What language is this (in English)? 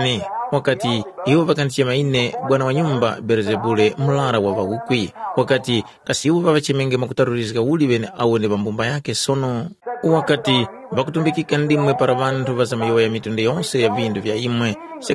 Tumbuka